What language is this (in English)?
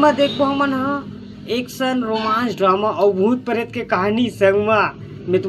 Chhattisgarhi